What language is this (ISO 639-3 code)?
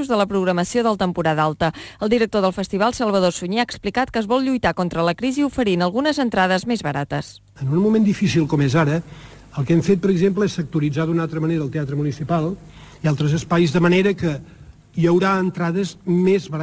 cat